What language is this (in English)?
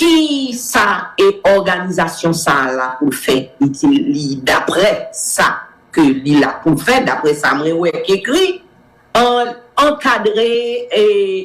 Haitian Creole